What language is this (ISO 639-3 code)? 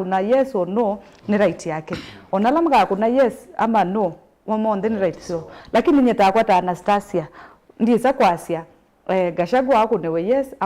kam